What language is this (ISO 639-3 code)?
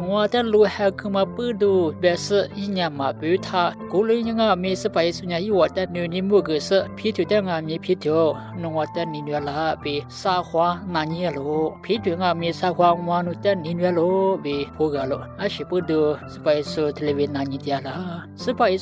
lis